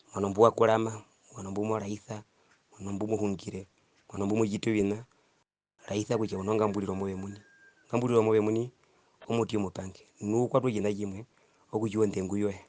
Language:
Herero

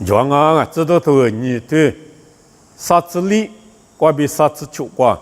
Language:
Lisu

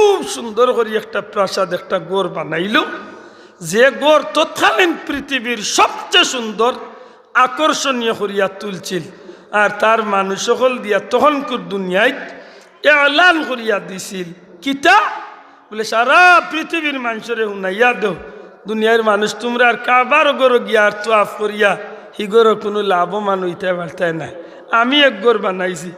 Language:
Sylheti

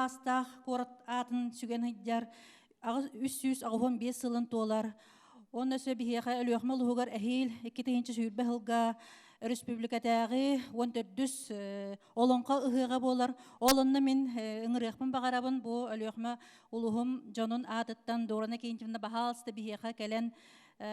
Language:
Yakut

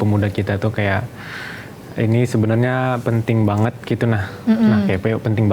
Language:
Banjar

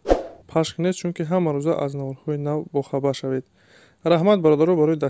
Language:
Tajik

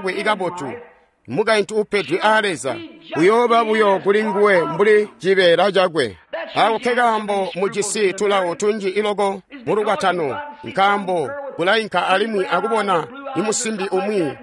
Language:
Tonga (Zambia)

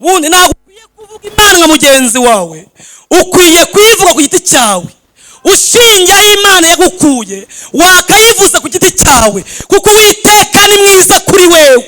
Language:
Kinyarwanda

